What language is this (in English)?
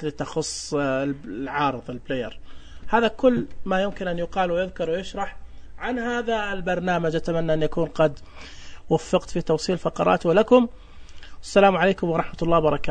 Najdi Arabic